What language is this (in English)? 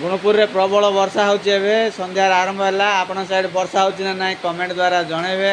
Odia